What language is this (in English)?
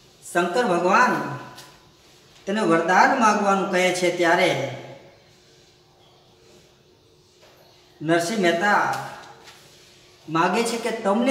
Gujarati